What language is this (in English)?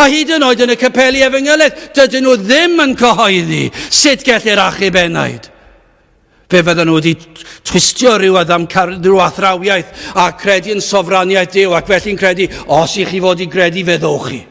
Welsh